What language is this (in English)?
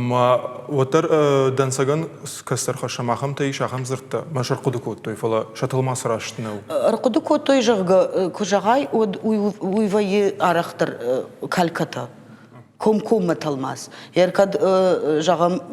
Ossetic